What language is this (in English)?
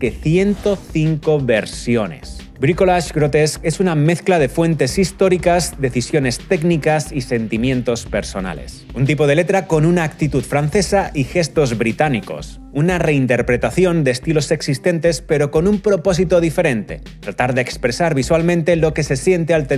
Spanish